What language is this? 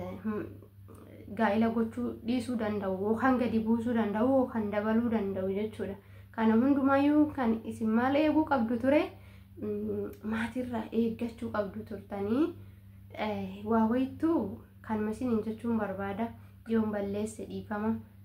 Oromo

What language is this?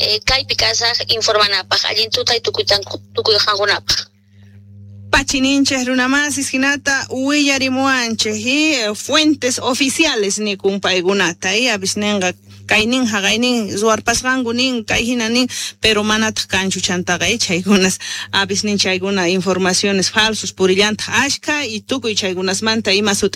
Quechua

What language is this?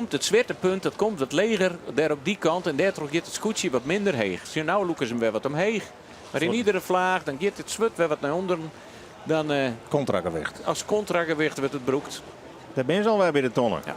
Western Frisian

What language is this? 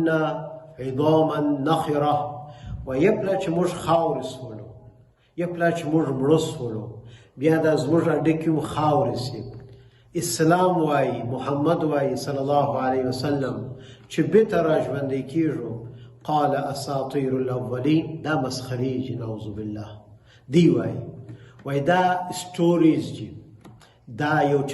Pashto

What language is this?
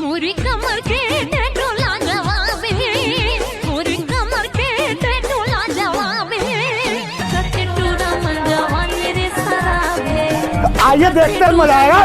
Chhattisgarhi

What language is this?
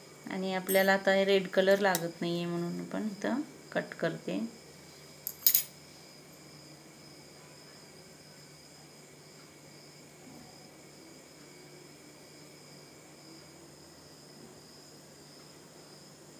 Marathi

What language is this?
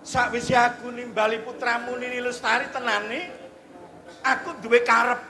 Javanese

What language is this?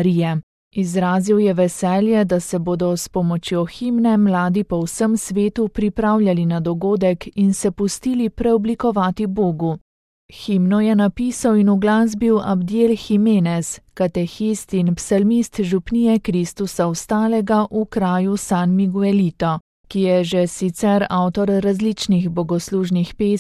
Slovenian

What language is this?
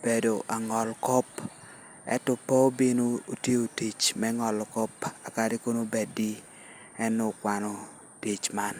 Lango (Uganda)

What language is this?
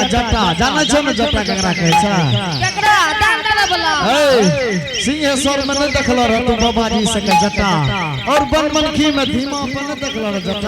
Angika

